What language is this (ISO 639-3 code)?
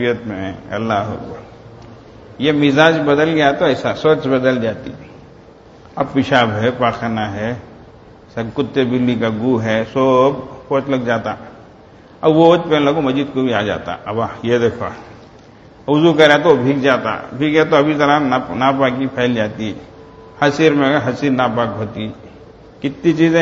urd